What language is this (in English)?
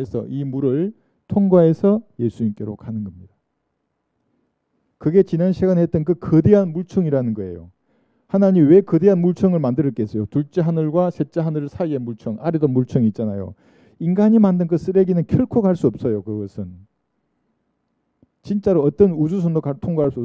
Korean